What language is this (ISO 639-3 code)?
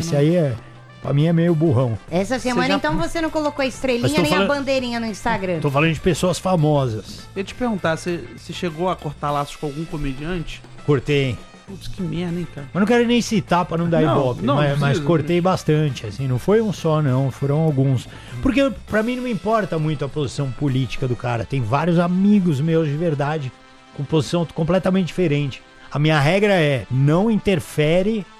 por